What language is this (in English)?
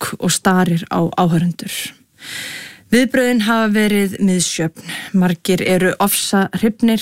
Icelandic